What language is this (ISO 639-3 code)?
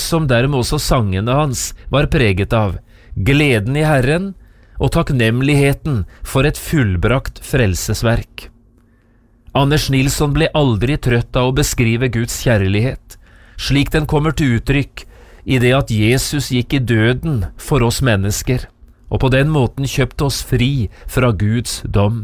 nor